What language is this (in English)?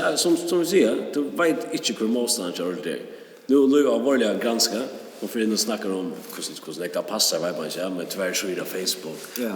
Faroese